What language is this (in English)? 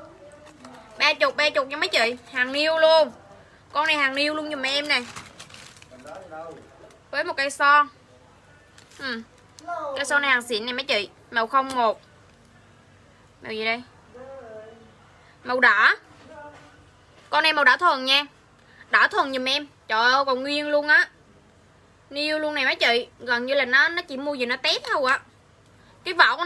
Vietnamese